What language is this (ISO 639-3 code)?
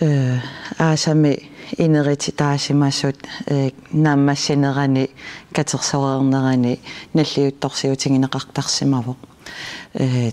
kal